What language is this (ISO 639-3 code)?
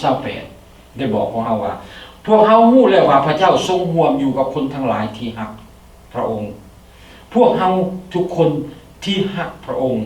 lao